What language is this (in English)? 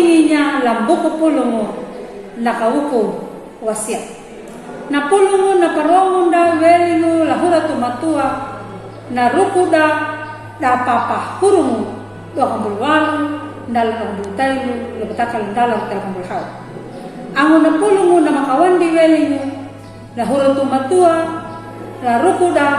Kambera